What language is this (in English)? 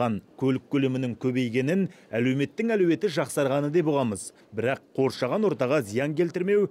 Kazakh